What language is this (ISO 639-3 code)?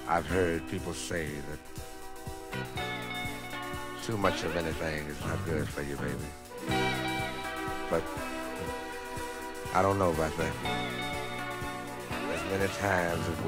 eng